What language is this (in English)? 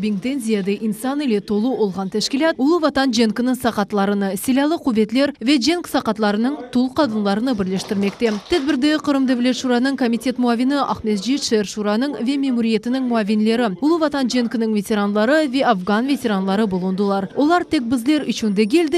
Crimean Tatar